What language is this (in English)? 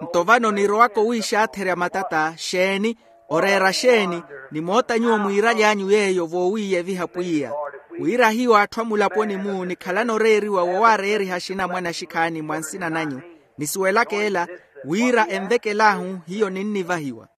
Makhuwa